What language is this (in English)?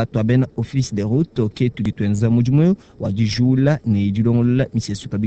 Luba-Lulua